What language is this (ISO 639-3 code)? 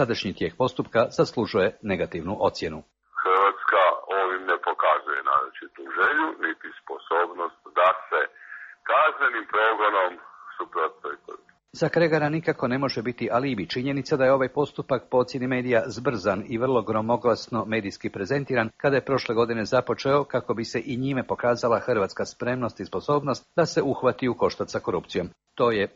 hrv